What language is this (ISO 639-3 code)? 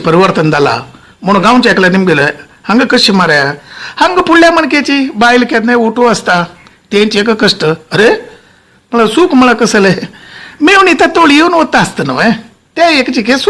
kok